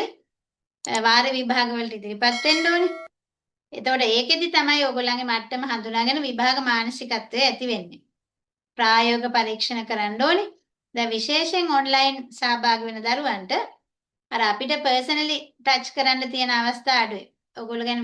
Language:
Sinhala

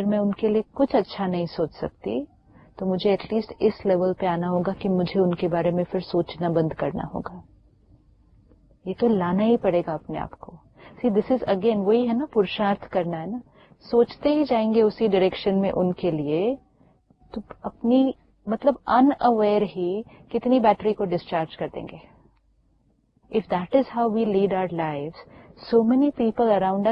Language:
Urdu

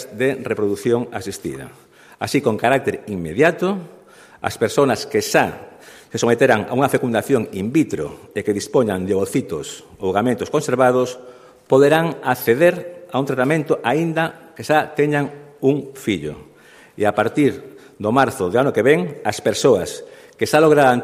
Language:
Galician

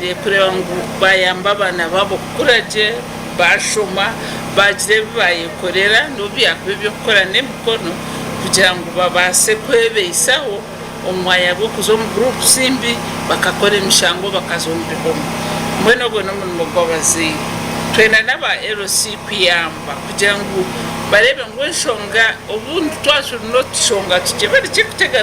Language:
Nyankole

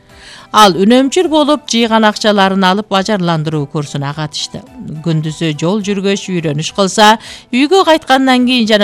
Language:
Kyrgyz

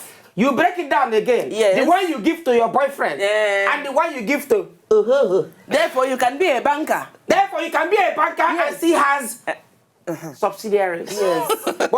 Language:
Nigerian Pidgin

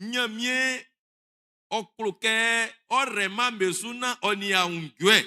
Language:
Baoulé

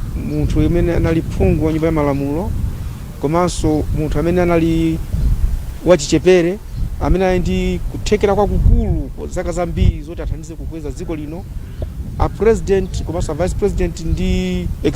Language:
Nyanja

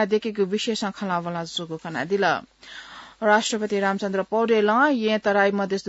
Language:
Newari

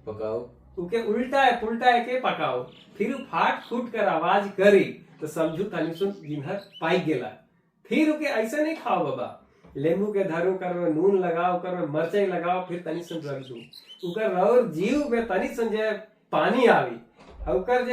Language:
Sadri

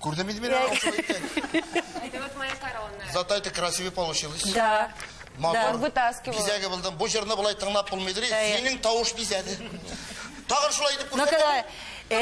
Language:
Tatar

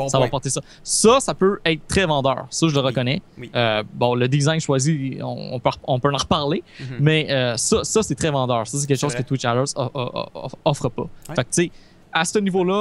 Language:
French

